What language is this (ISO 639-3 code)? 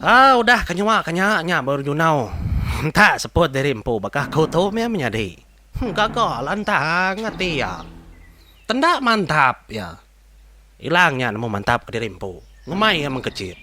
iba